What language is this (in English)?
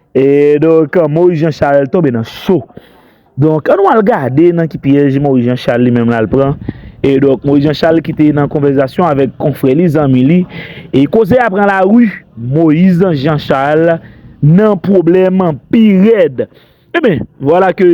Haitian Creole